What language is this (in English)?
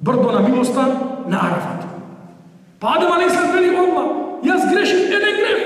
Macedonian